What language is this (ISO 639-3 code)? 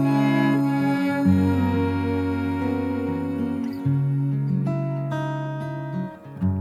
hin